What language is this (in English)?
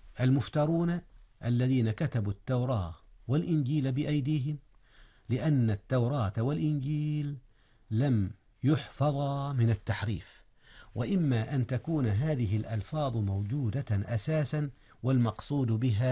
Arabic